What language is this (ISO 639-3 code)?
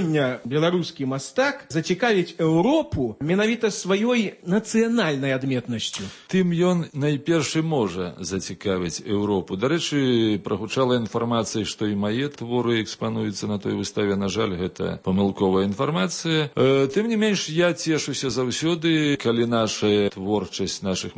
bel